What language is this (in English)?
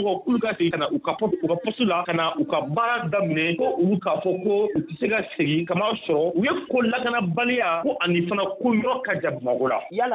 Bambara